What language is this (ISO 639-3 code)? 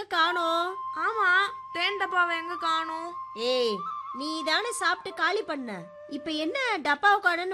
tam